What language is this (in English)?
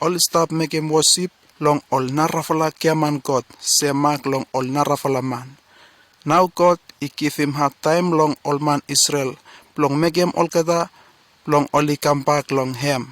Bislama